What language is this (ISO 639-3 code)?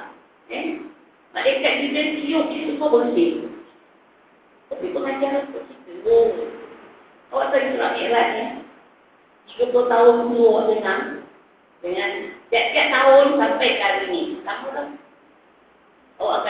msa